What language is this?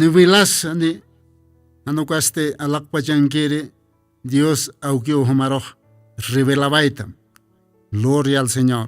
Aymara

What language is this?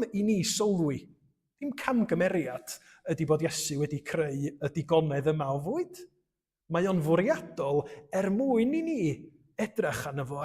Welsh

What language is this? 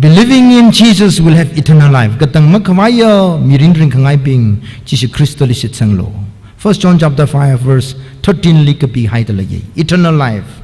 Tangkhul Naga (India)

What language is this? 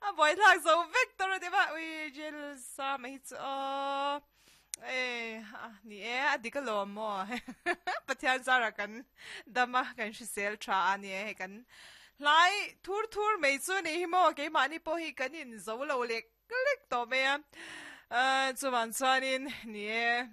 Mizo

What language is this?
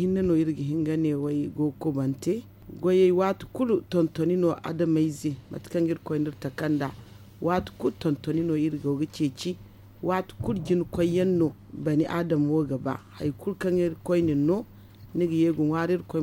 Zarma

